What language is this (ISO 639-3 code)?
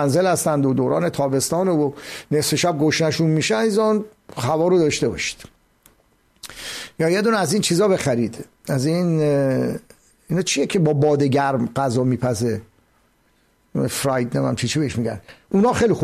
fas